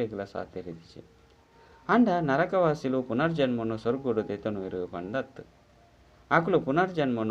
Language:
Tulu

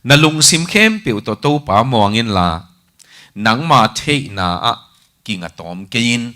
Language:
Tedim Chin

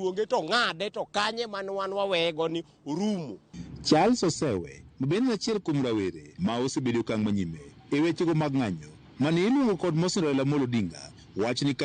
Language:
Luo (Kenya and Tanzania)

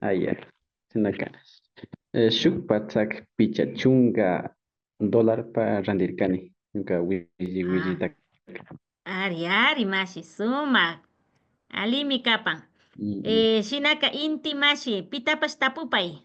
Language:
Imbabura Highland Quichua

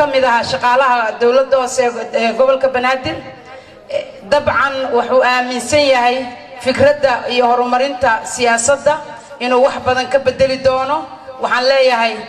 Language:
Somali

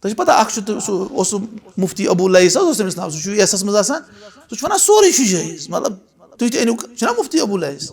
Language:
Kashmiri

